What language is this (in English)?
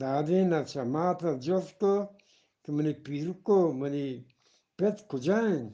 Eastern Balochi